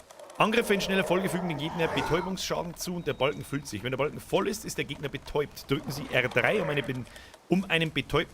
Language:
Bavarian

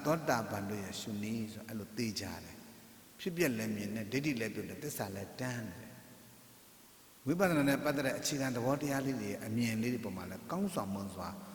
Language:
Burmese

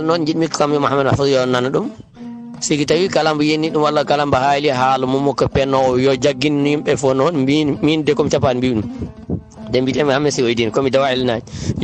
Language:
Fula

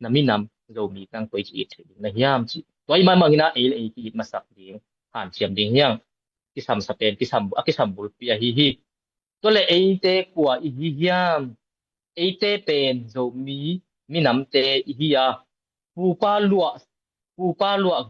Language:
Tedim Chin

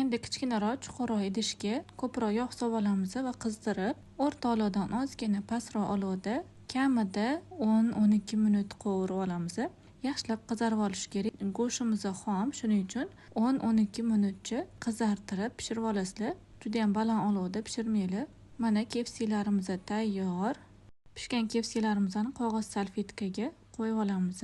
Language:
Uzbek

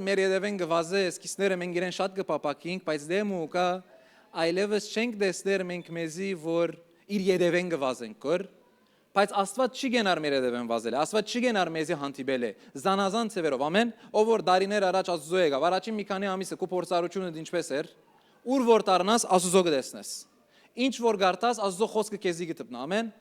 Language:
Western Armenian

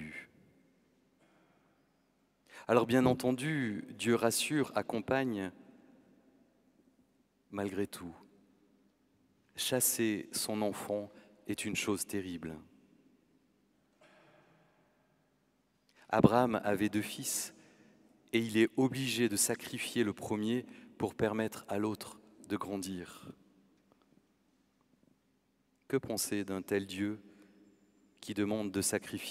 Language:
French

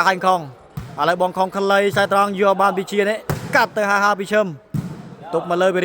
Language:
Khmer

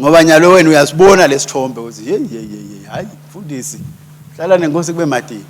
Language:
Swati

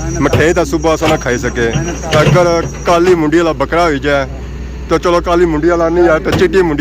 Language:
Pahari-Potwari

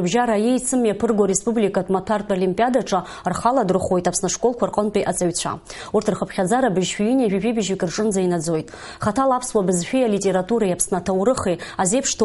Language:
Abkhazian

